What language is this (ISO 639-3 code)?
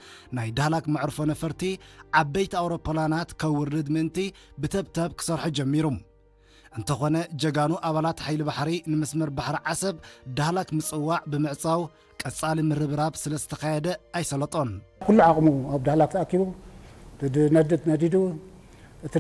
tir